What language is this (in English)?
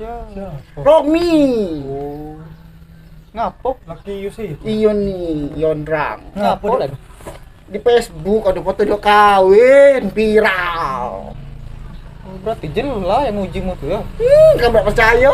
Musi